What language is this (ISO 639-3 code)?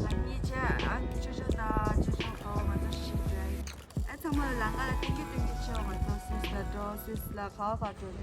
bod